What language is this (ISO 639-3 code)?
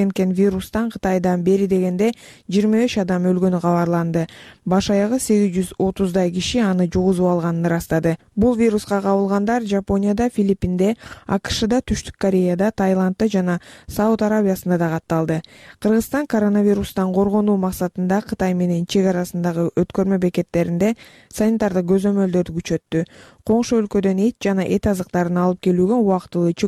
kir